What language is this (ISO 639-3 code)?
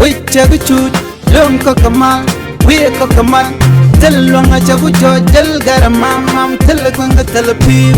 nus